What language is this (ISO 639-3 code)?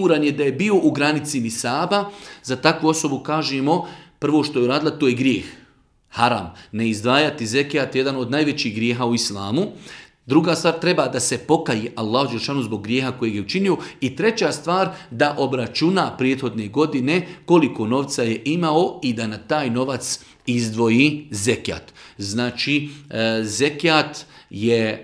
bos